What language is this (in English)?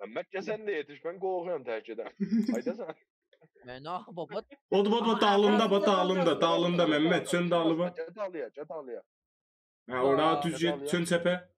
South Azerbaijani